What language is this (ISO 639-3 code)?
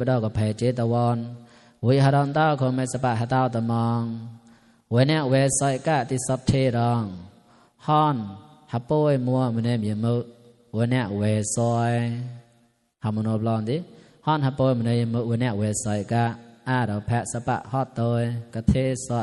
mnw